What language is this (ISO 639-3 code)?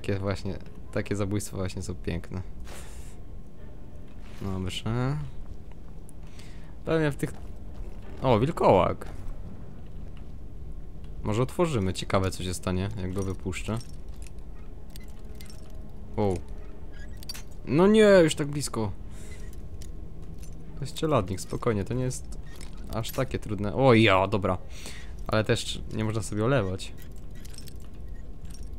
pol